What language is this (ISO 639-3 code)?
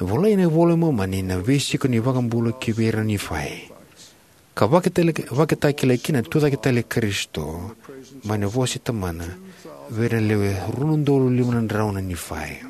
fij